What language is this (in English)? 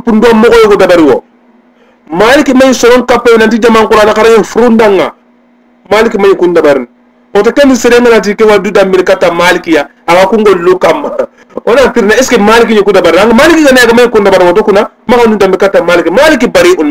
Soninke